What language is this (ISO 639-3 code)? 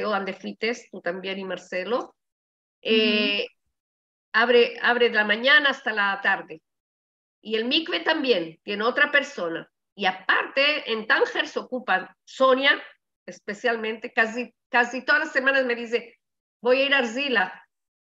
lad